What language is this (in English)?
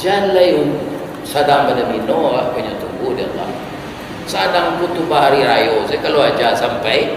Minangkabau